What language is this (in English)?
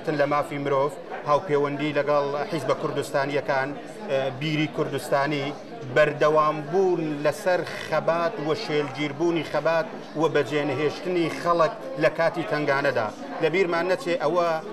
Central Kurdish